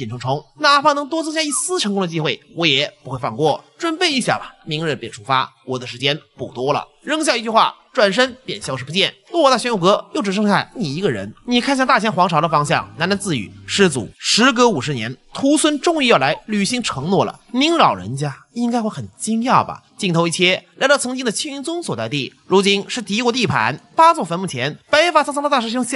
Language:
Chinese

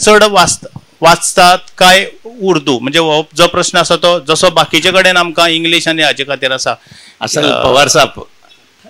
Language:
Konkani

